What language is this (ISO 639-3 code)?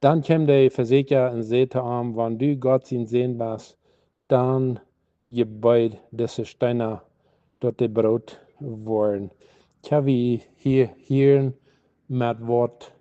pdt